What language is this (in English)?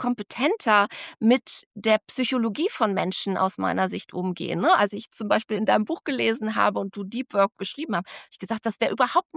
German